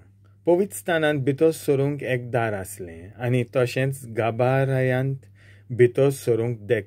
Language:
Konkani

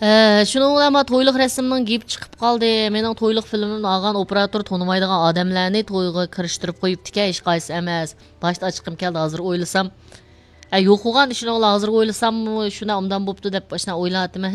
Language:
Uyghur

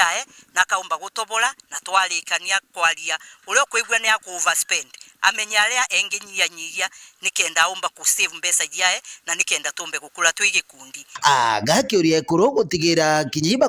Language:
Meru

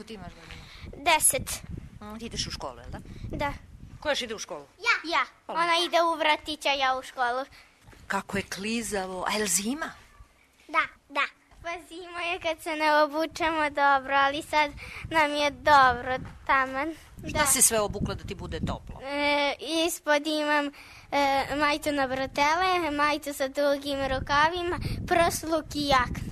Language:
Serbian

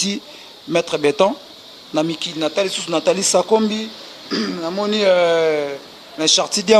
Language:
Lingala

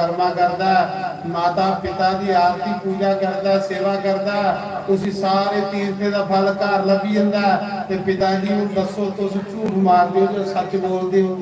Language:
Dogri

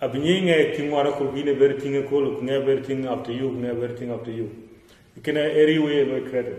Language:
Dinka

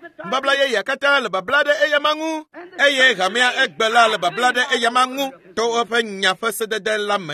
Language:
Ewe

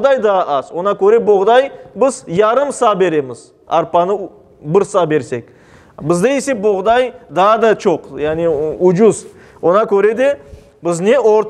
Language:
Crimean Tatar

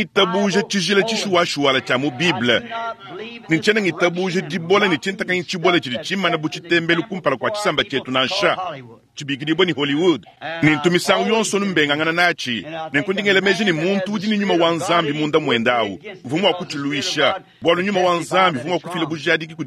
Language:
Luba-Lulua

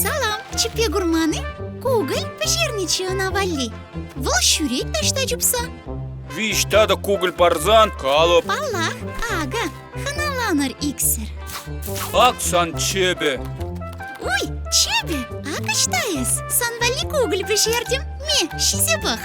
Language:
Chuvash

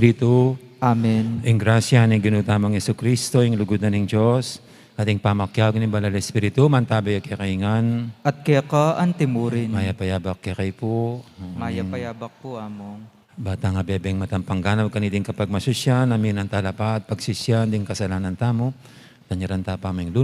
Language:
Pampanga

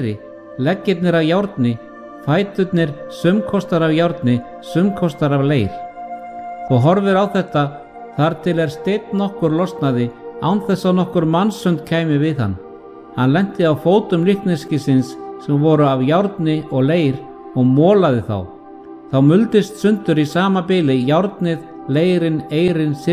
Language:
Icelandic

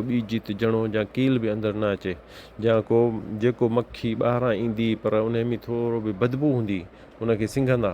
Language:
Sindhi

